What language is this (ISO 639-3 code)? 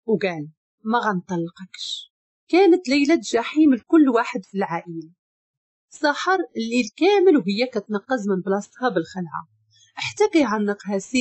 ary